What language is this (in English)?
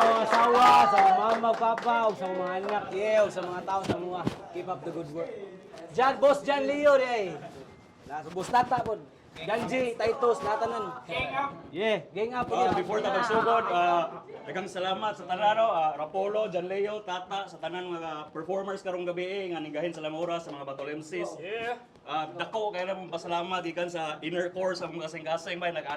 Cebuano